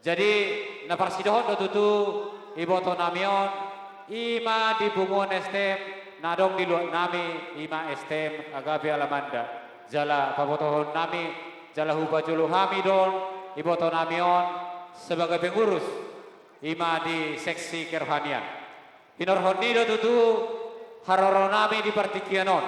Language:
Batak Toba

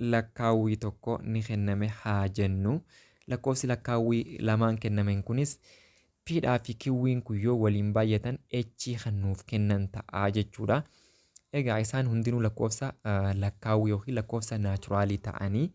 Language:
Oromo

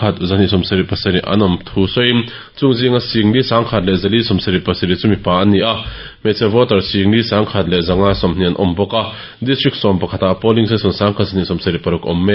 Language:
Mizo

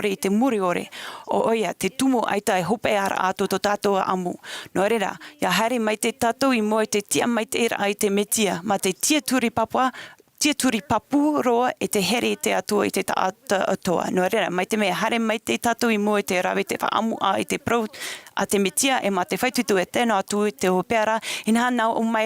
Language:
Tahitian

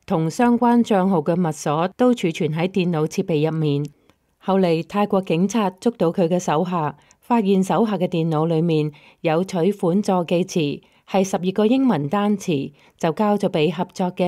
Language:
Cantonese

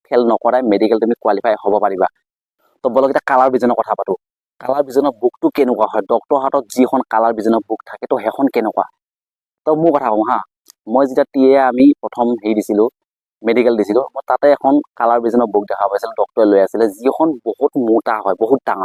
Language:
Assamese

